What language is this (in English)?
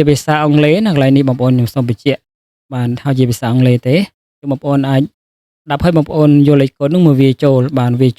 Khmer